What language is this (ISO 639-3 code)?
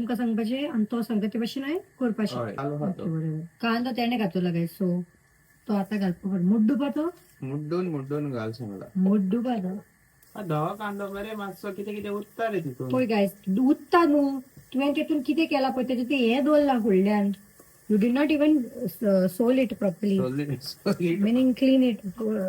kok